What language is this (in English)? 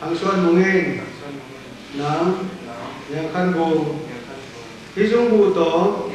Tedim Chin